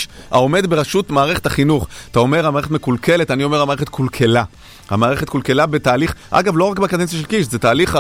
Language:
Hebrew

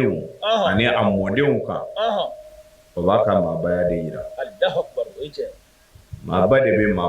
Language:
Bambara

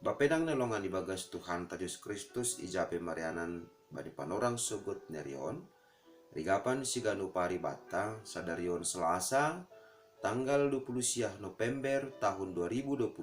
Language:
Batak Simalungun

